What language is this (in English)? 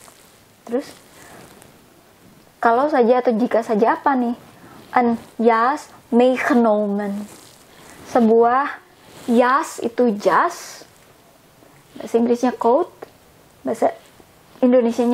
Indonesian